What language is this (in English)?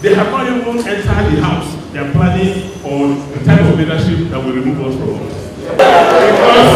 Nigerian Pidgin